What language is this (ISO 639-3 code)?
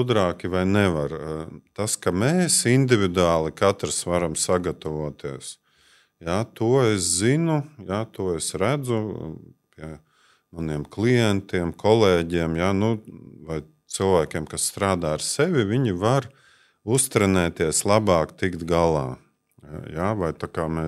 lav